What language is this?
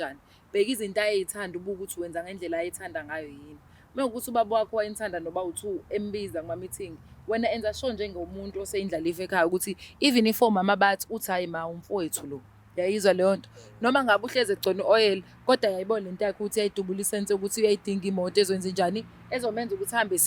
Zulu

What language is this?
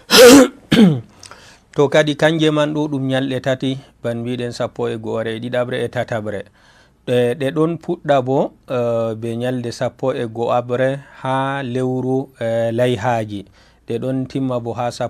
Fula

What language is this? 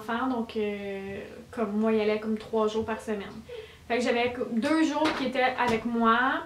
French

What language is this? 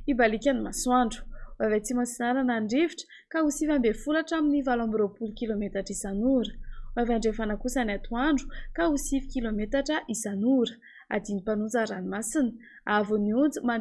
Malagasy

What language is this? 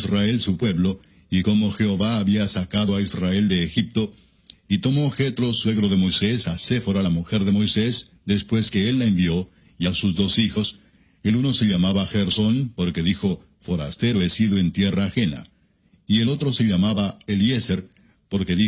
Spanish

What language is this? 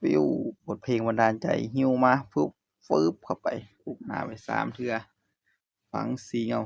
Northeastern Thai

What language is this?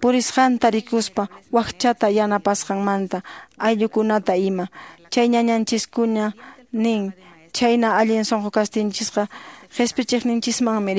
Quechua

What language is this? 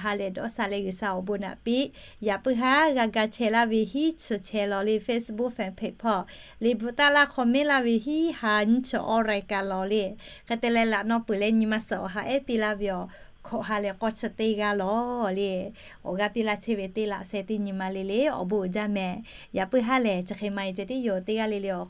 Lahu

